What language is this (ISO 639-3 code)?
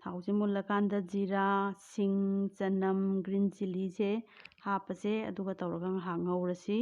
mni